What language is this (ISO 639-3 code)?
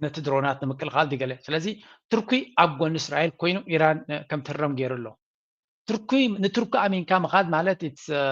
tir